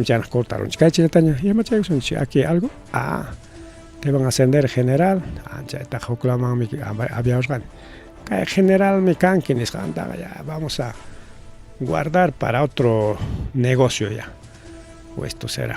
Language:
Ayacucho Quechua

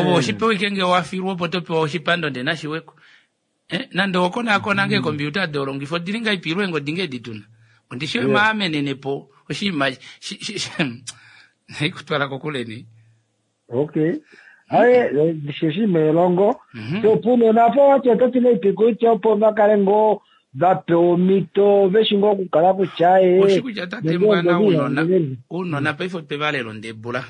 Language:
Kuanyama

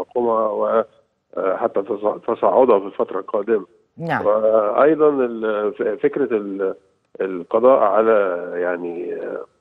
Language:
Egyptian Arabic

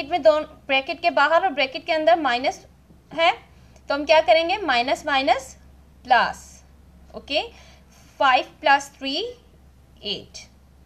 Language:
Hindi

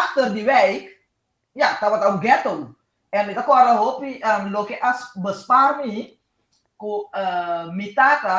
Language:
Papiamento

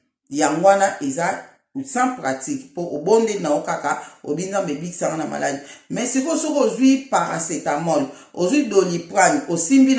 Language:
Lingala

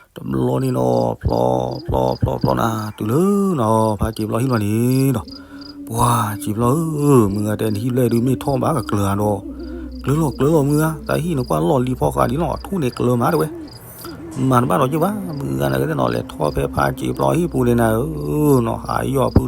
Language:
S'gaw Karen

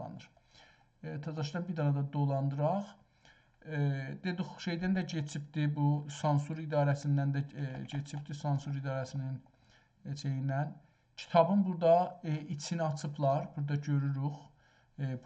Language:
South Azerbaijani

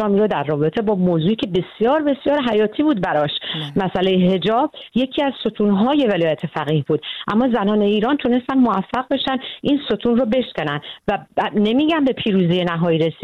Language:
Persian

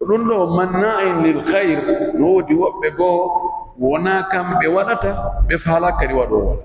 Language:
Pular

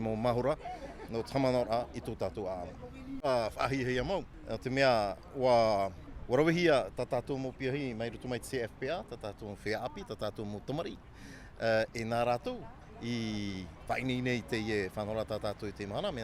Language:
Tahitian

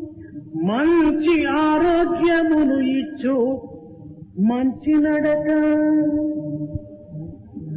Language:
Telugu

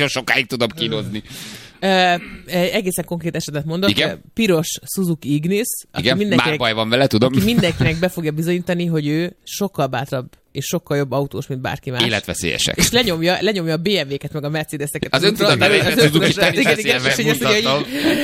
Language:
Hungarian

